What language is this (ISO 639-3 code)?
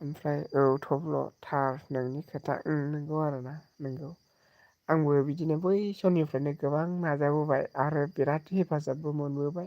brx